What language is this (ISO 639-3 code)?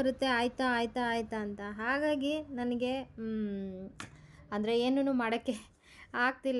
kan